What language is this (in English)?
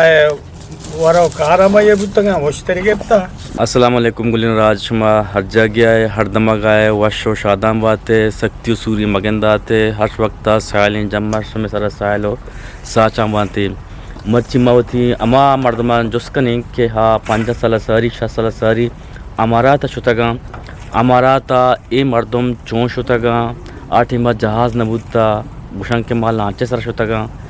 Eastern Balochi